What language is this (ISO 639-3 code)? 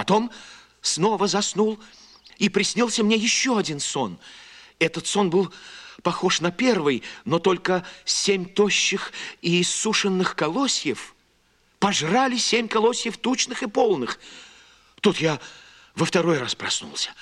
rus